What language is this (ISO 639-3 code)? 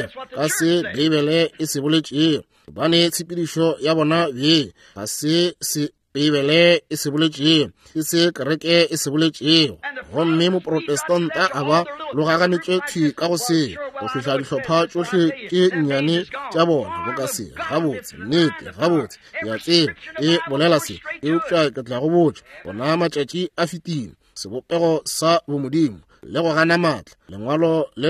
nso